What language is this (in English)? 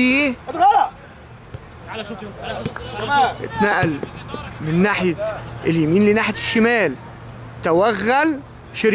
Egyptian Arabic